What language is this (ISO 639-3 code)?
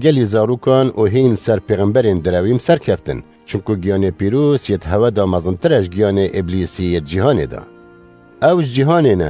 kur